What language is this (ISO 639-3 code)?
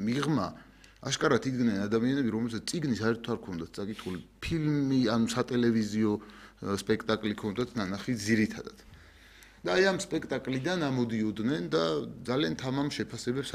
kat